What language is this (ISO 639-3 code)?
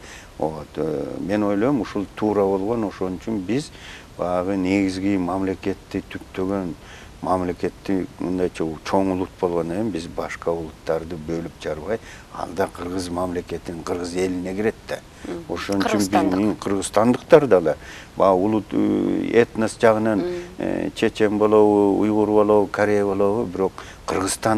kir